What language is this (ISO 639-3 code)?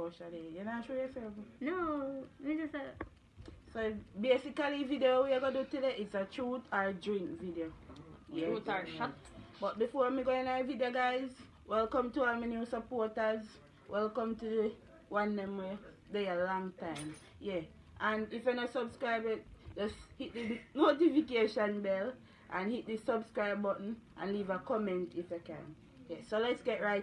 jam